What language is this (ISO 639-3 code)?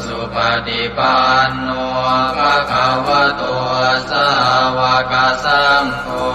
pli